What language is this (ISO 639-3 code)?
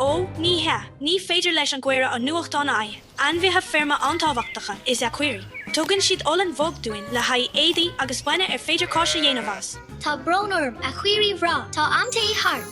gle